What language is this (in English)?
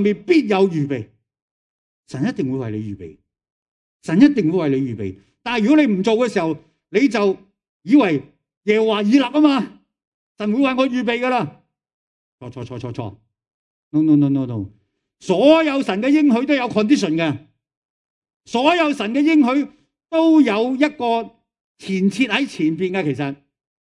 Cantonese